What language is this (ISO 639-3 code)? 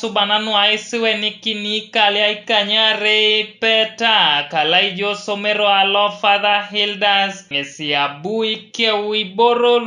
teo